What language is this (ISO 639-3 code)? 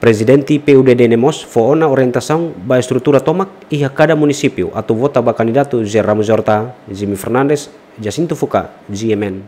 tet